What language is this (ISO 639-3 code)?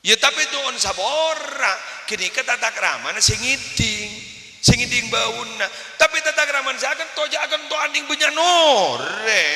mad